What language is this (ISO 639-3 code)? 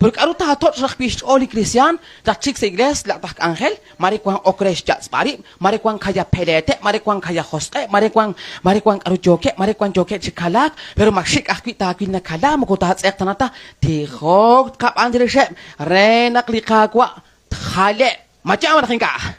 kek